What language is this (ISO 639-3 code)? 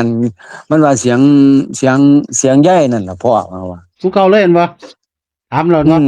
tts